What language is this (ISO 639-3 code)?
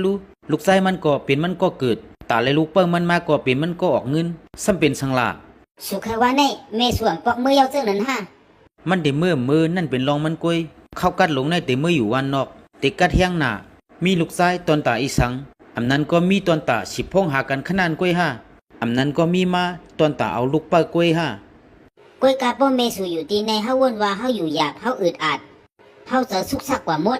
shn